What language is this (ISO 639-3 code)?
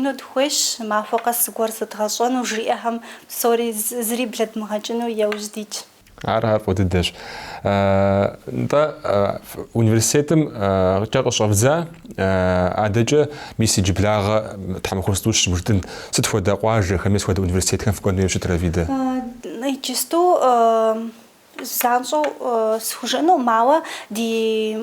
kbd